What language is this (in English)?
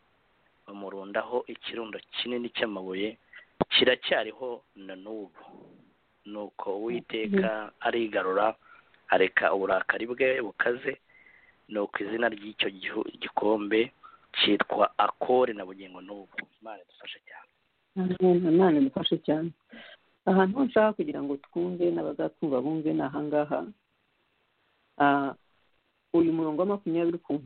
Kinyarwanda